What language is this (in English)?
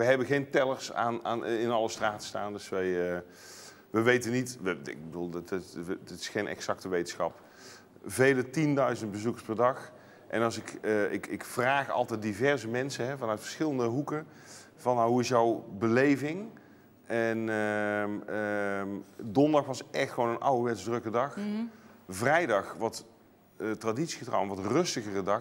Dutch